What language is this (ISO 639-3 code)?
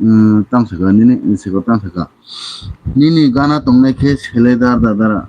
trp